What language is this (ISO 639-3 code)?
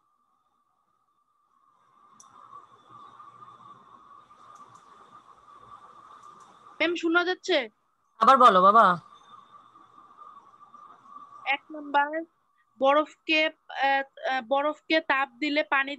ben